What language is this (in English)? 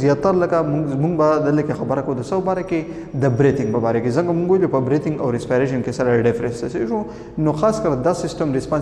Pashto